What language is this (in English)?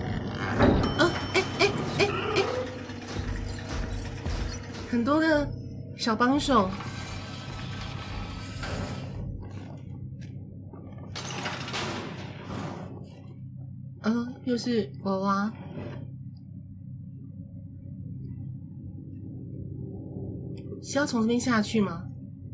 Chinese